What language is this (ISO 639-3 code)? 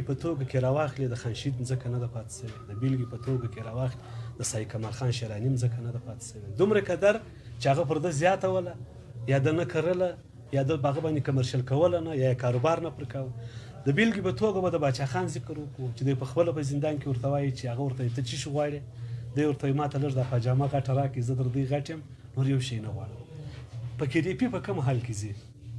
pus